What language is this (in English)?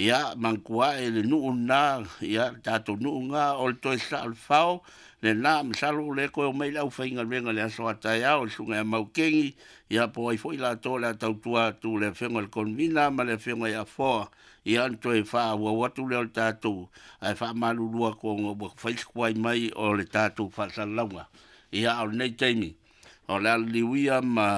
Samoan